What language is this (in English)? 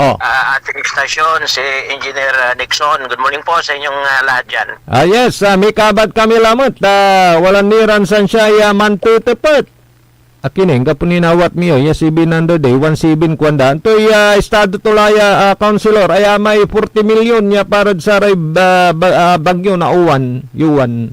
Pangasinan